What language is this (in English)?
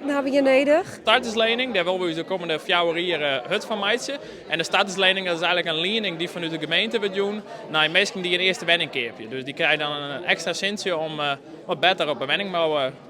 Western Frisian